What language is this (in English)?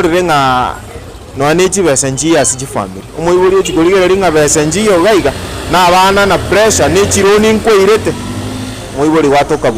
Gusii